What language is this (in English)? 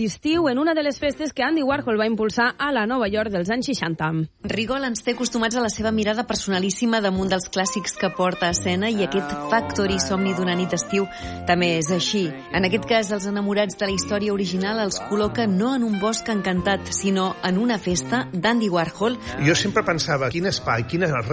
Catalan